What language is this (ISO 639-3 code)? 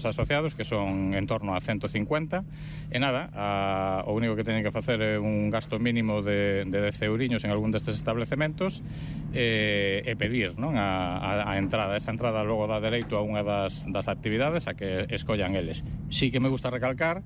glg